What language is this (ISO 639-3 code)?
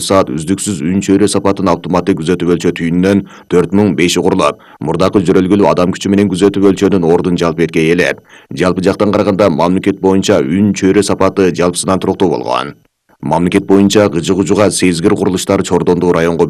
kir